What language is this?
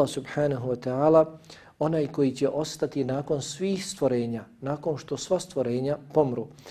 Bosnian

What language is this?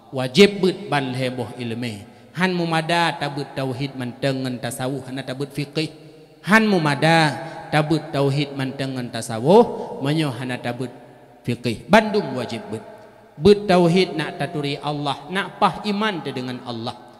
Achinese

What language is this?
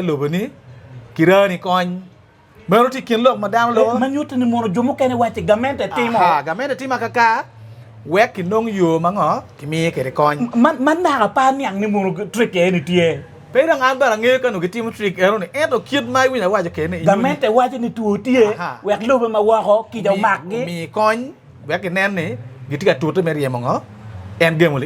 Acoli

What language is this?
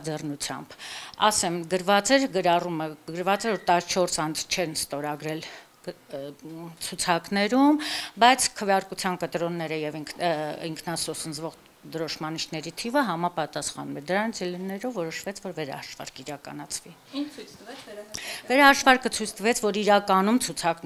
Armenian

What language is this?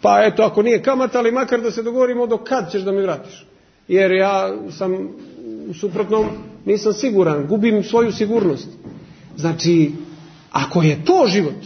Serbian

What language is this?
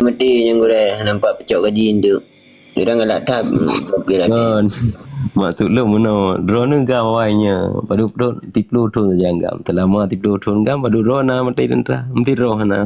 Achinese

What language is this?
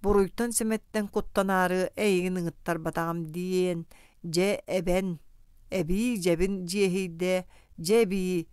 Yakut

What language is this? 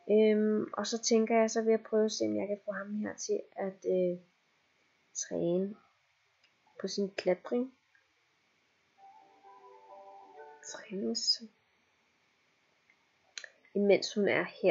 Danish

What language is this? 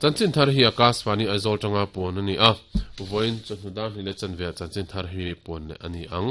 Mizo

